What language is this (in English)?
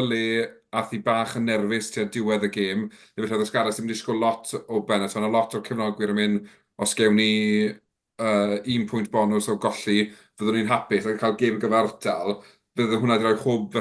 Welsh